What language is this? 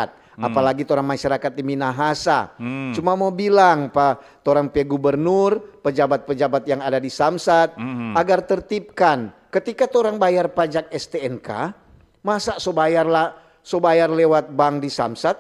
Manado Malay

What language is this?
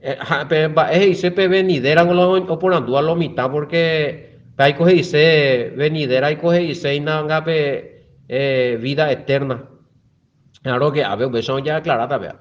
Guarani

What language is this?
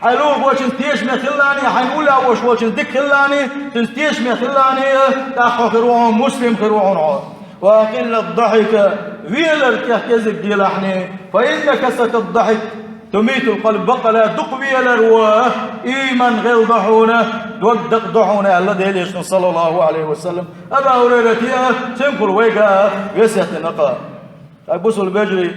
Chechen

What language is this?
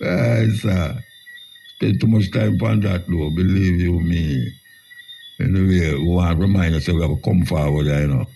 Jamaican Creole English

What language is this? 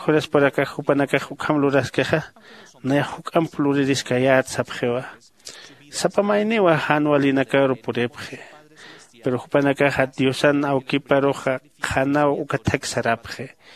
Aymara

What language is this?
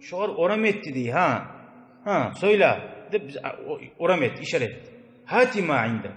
Kumyk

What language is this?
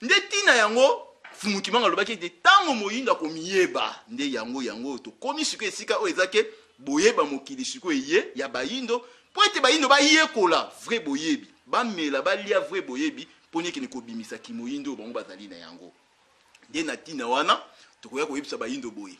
Lingala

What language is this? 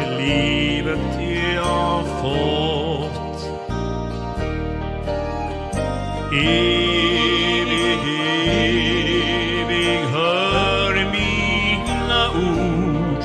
Swedish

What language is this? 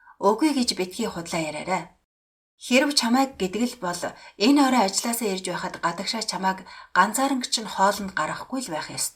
Mongolian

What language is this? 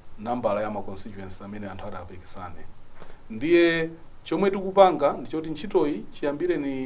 Nyanja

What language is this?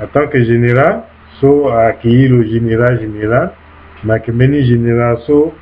Sango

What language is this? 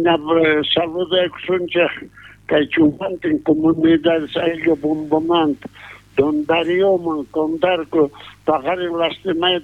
South Bolivian Quechua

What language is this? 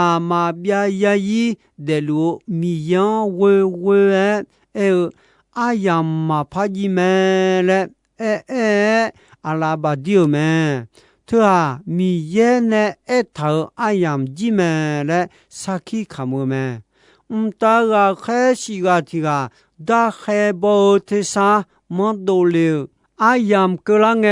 Akha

